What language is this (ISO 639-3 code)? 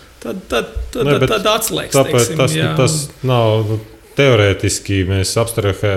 lav